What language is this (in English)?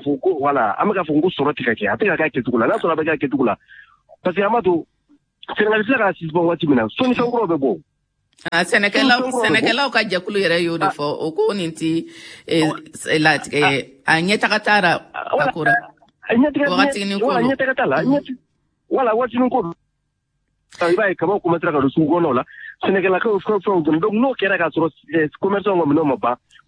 Bambara